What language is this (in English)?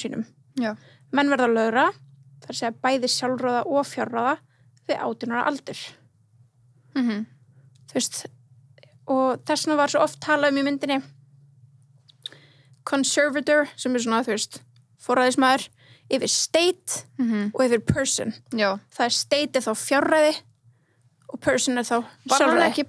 Icelandic